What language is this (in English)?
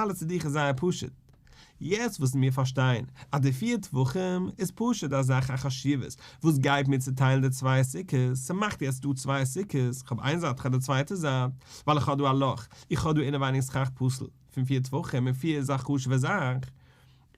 Yiddish